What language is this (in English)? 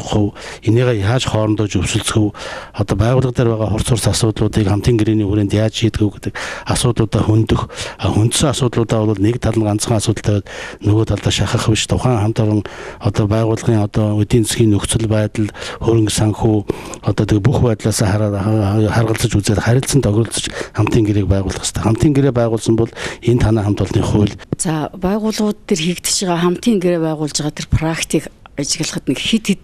Mongolian